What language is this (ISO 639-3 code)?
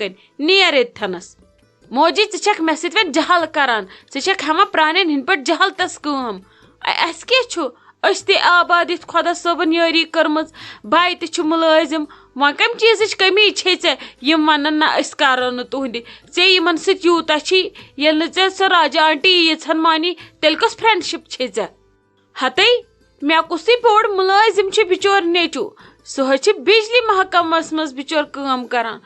kas